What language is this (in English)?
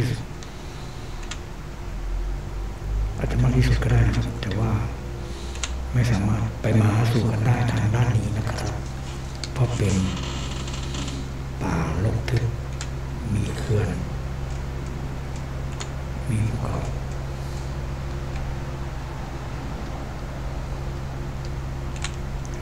Thai